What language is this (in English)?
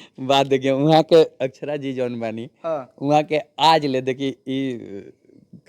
Bhojpuri